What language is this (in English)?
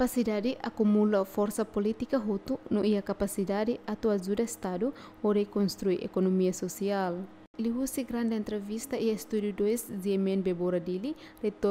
Tetum